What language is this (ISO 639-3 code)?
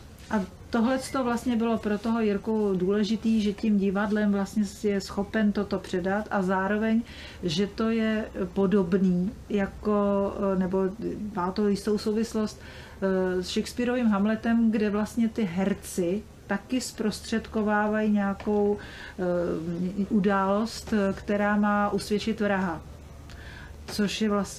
ces